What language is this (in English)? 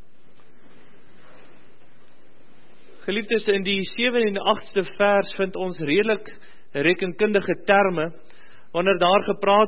Afrikaans